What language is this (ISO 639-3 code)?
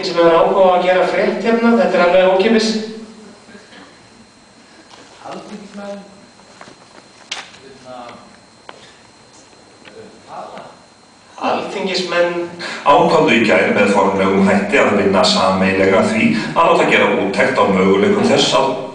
isl